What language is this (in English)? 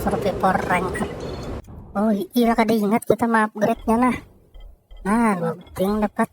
Banjar